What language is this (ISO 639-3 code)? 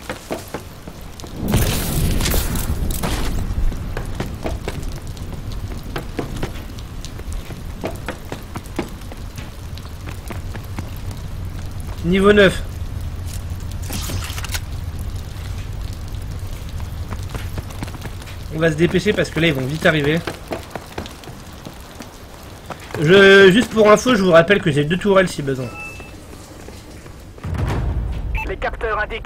fra